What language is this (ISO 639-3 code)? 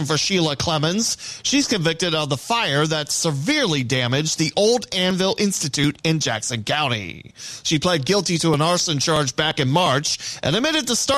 eng